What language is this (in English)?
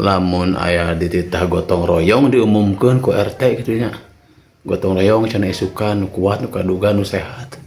Sundanese